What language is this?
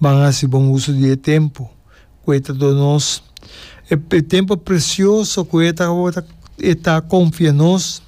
Papiamento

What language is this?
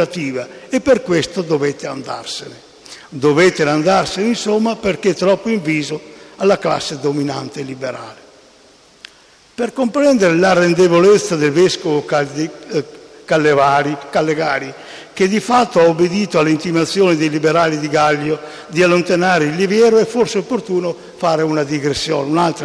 Italian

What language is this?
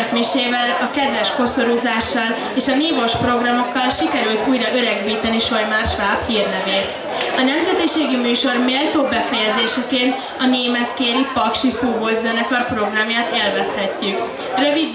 Hungarian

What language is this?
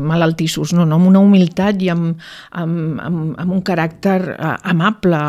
Catalan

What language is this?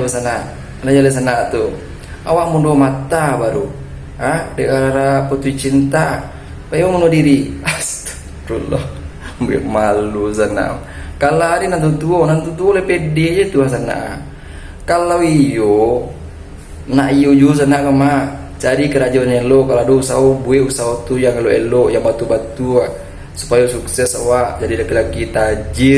Minangkabau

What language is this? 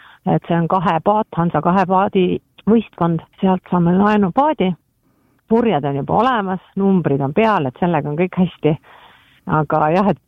Estonian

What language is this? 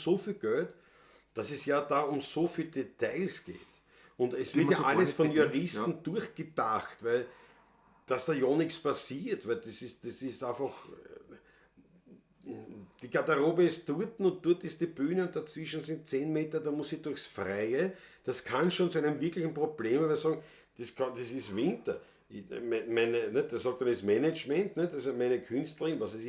Bavarian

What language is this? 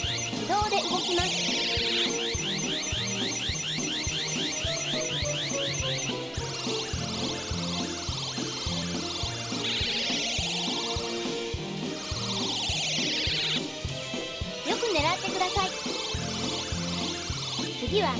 Japanese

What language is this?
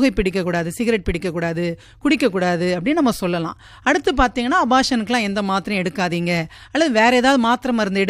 Tamil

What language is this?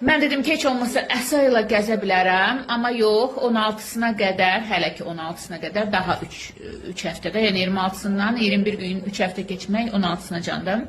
Azerbaijani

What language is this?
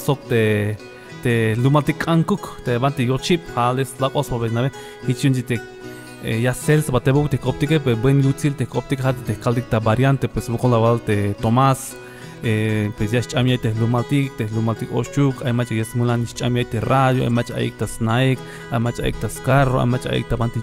Tzeltal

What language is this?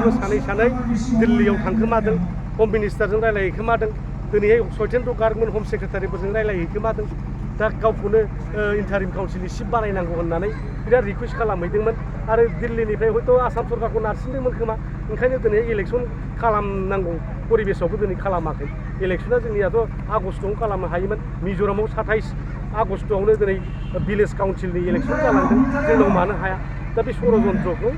Bodo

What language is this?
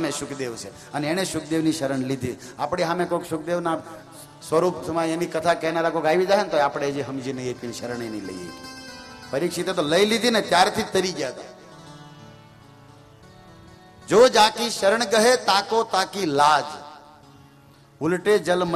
Gujarati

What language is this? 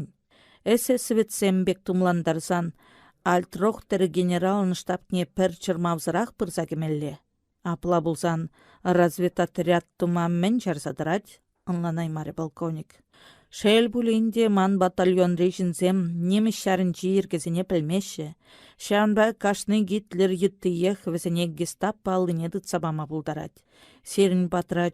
Chuvash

